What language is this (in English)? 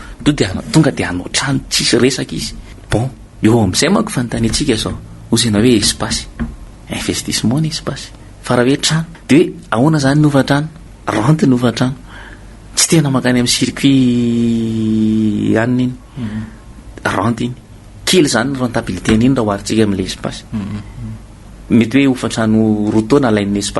Malagasy